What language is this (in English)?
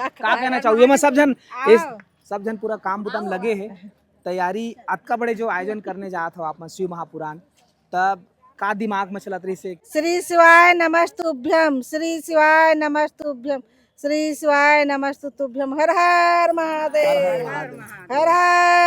Chhattisgarhi